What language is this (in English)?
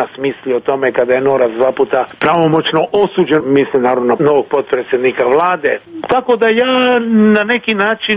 Croatian